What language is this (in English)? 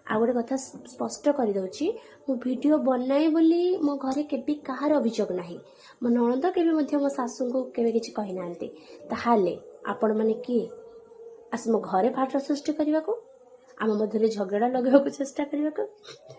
Odia